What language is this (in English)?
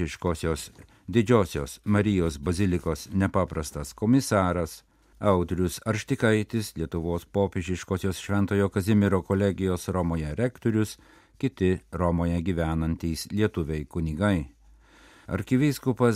Lithuanian